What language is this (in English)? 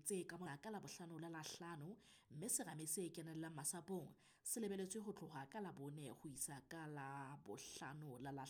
Southern Sotho